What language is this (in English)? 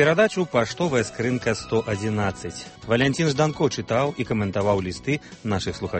Belarusian